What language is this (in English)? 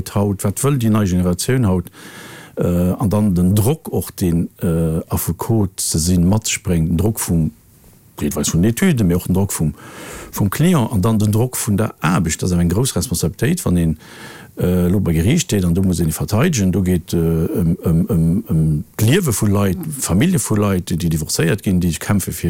Luxembourgish